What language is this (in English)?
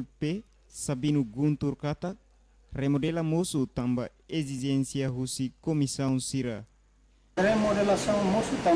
Tetum